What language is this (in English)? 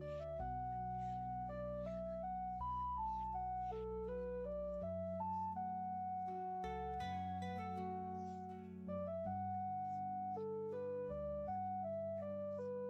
Konkani